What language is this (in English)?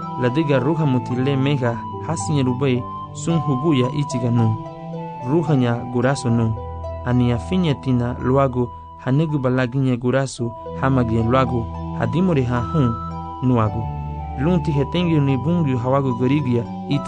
Garifuna